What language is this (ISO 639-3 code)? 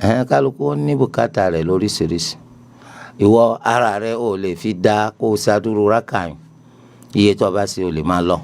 yor